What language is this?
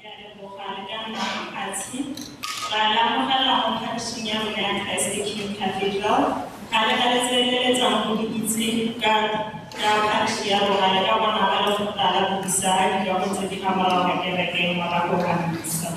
Tswana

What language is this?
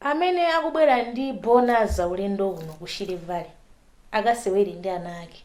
Nyanja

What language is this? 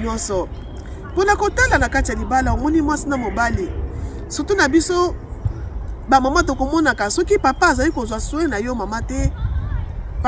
Lingala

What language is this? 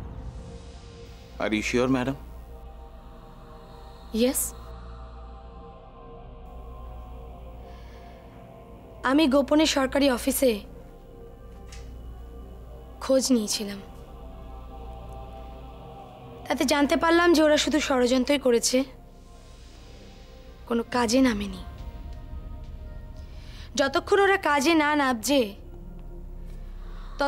Bangla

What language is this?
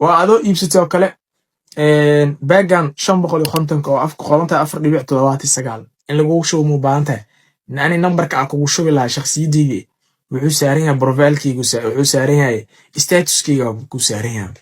Somali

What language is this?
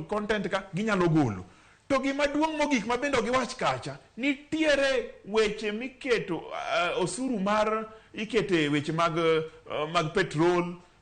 Luo (Kenya and Tanzania)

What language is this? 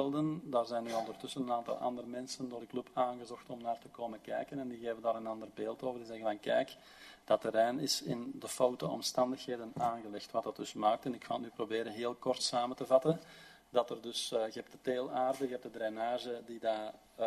Dutch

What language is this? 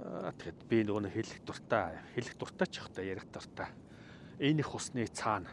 Mongolian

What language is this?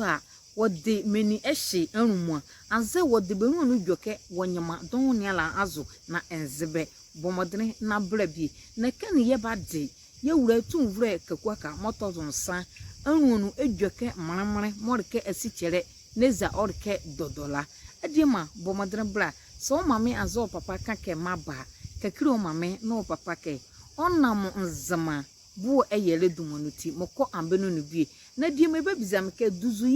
Nzima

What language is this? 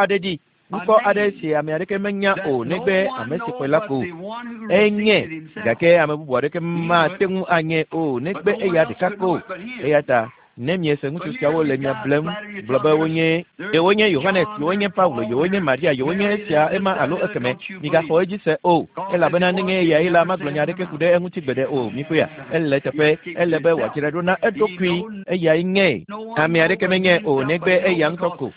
Ewe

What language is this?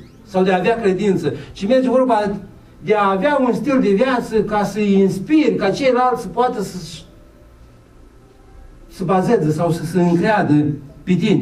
Romanian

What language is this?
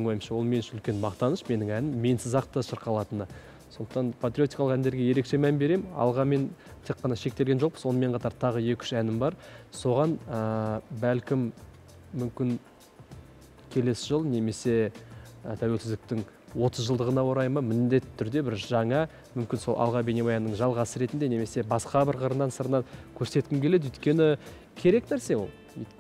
Kazakh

